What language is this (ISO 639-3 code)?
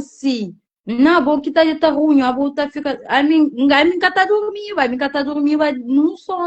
kea